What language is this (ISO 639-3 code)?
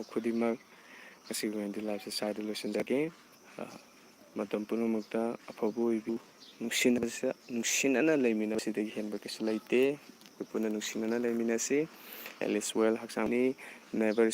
mni